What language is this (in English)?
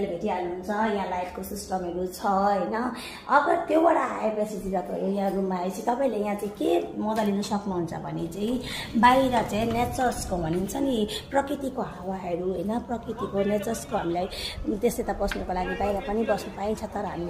Nepali